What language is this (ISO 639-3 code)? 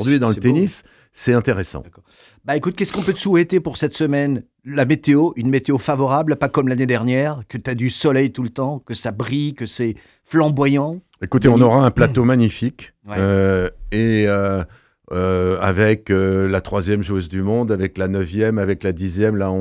fra